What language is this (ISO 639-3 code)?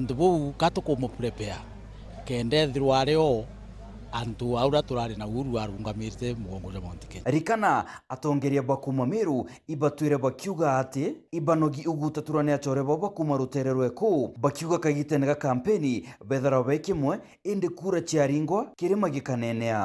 mer